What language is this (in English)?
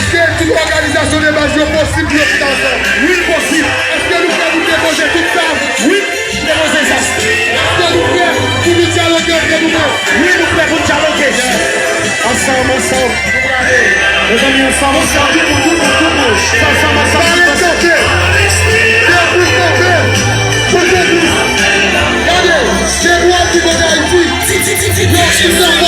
Haitian Creole